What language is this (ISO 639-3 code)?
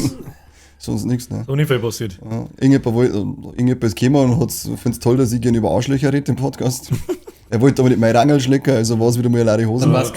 bar